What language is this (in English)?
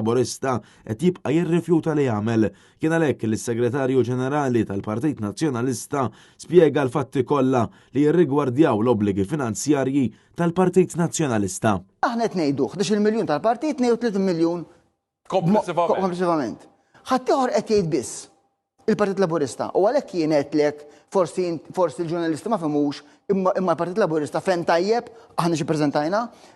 Maltese